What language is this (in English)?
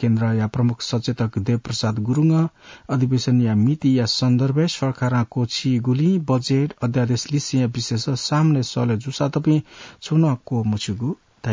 Newari